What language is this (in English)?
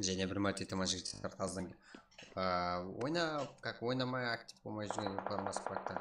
Kara-Kalpak